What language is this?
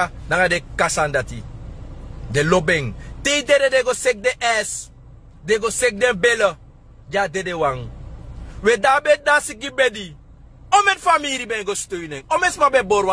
Sranan Tongo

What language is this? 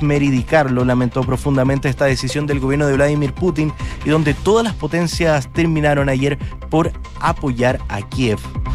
Spanish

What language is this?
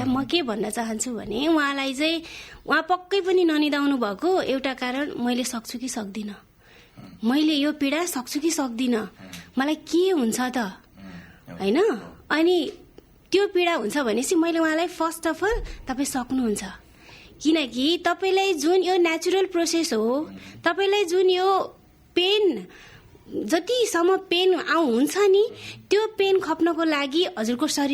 Nepali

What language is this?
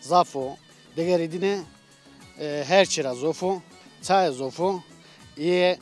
Zaza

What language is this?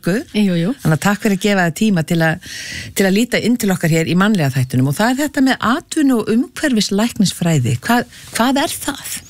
Icelandic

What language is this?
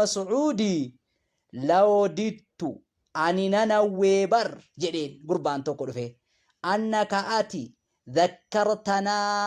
Oromo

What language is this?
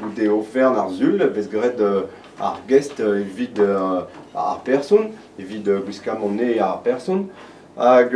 Breton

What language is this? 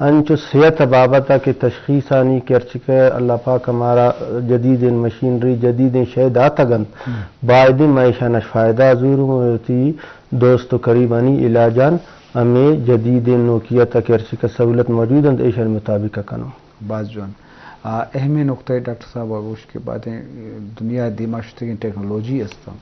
Eastern Balochi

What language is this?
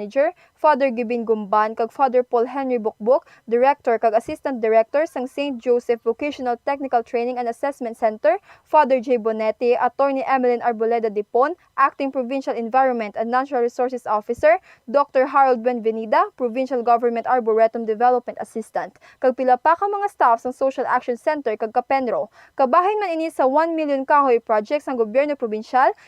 Hiligaynon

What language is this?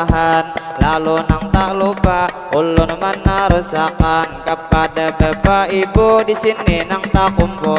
Banjar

